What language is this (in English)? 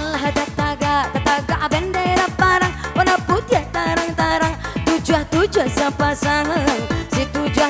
Minangkabau